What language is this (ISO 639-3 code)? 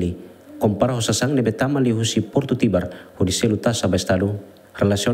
tet